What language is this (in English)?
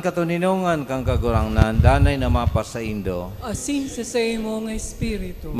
Bikol